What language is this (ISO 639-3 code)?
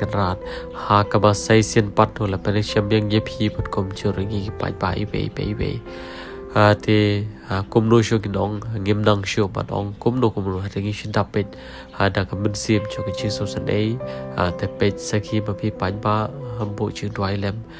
kha